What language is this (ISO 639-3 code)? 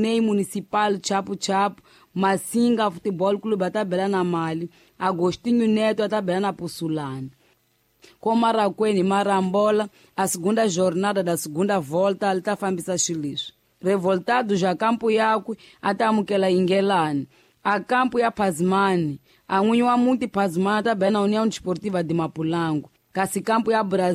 tso